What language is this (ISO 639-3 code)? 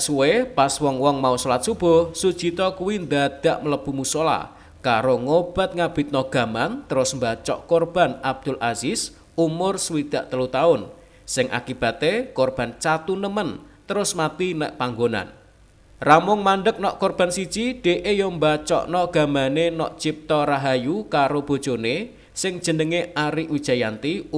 jav